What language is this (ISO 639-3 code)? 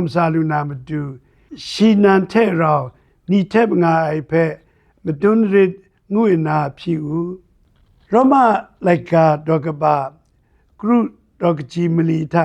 kac